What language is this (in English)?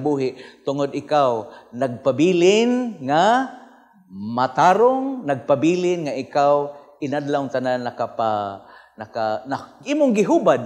Cebuano